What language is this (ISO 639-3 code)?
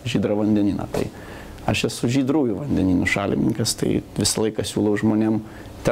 lit